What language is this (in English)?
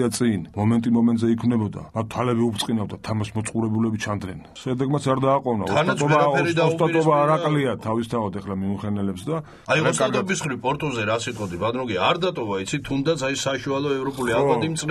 Georgian